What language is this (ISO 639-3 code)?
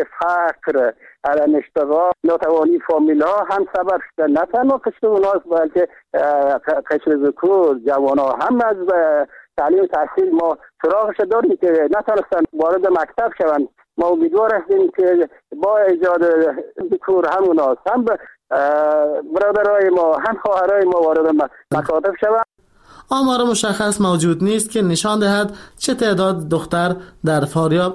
fas